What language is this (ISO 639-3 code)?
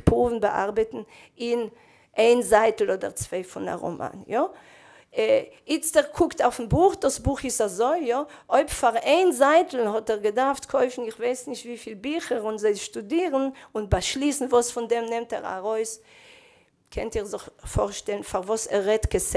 yid